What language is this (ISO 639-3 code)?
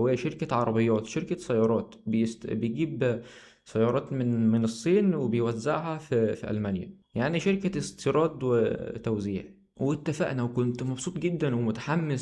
arz